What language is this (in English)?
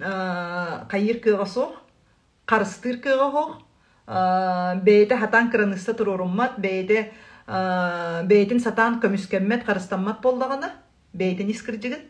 Yakut